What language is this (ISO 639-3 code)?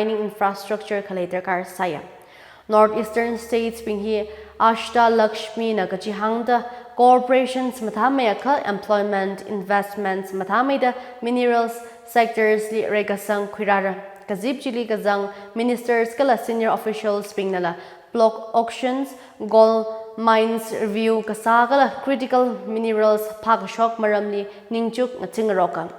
nmf